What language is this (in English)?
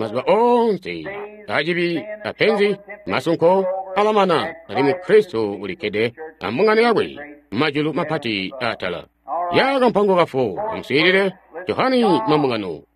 Tonga (Zambia)